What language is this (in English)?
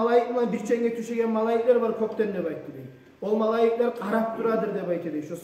Kumyk